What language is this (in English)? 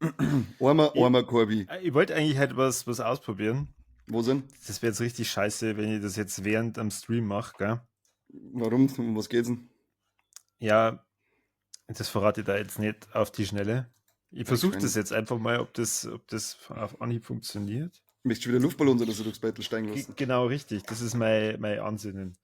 Bavarian